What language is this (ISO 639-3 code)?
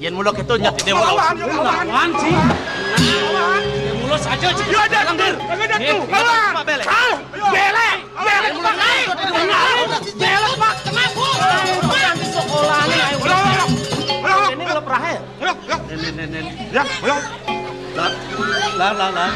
ban